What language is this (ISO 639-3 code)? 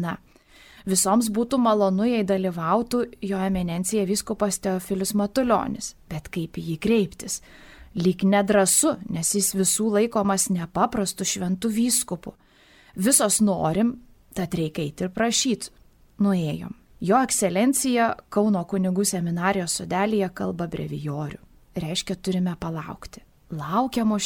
lit